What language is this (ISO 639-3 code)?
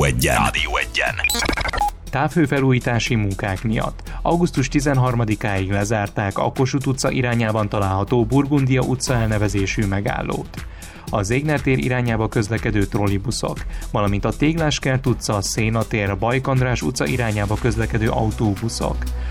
hun